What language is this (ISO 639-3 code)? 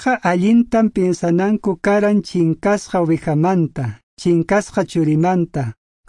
que